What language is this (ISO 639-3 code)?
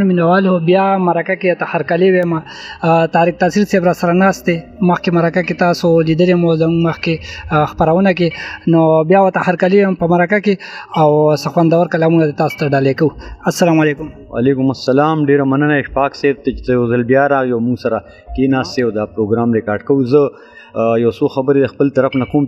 pus